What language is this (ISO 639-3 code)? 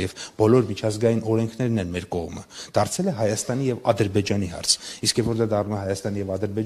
hye